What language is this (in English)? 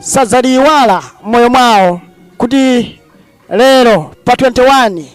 Nyanja